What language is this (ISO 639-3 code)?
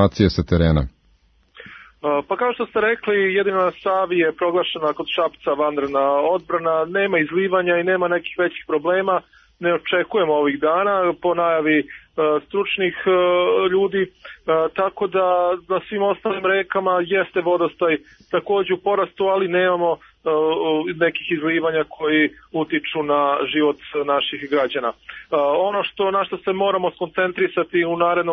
srp